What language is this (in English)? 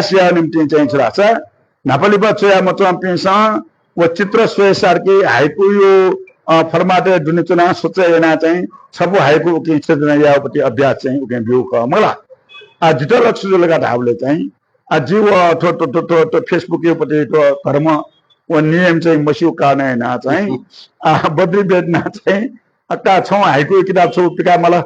Newari